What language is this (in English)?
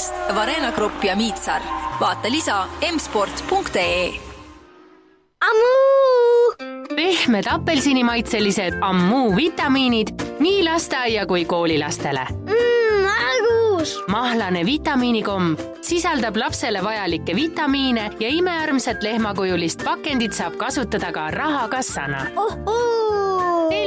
Estonian